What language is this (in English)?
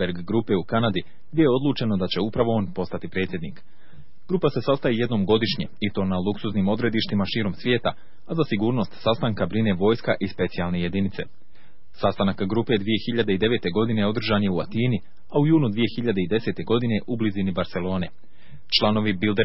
Bosnian